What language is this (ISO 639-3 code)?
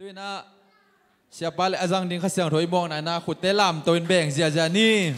ctd